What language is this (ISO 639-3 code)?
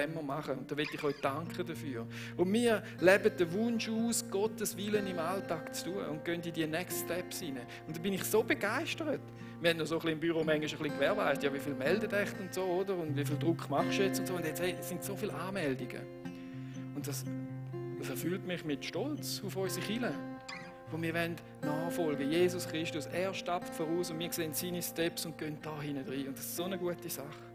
gsw